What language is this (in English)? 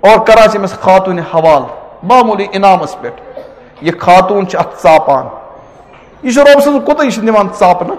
Kashmiri